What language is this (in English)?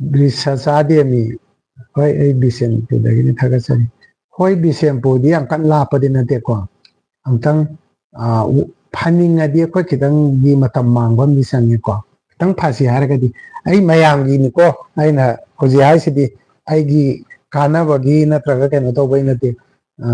Manipuri